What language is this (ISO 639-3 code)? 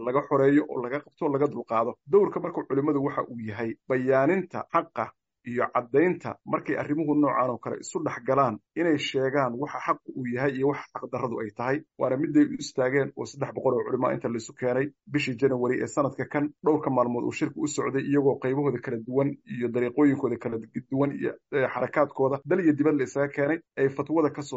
som